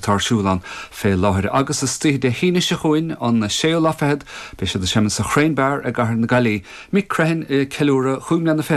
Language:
Irish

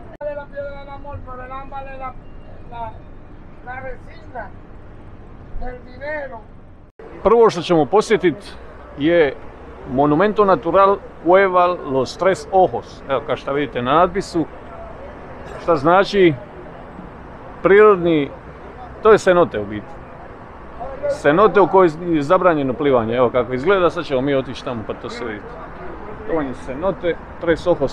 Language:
Croatian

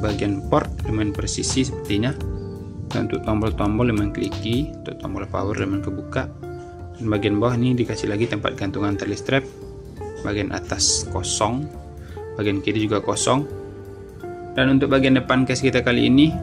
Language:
Indonesian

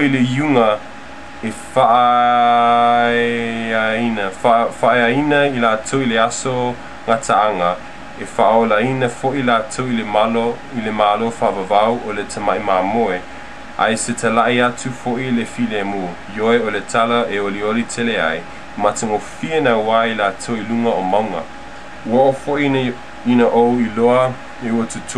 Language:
Samoan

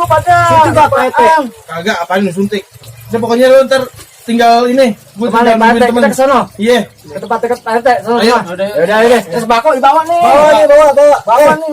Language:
Betawi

